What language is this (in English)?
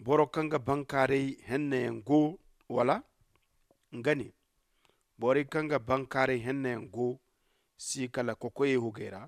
Zarma